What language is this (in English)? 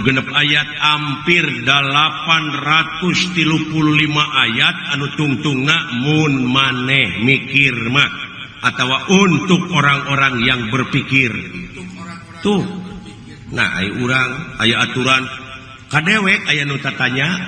Sundanese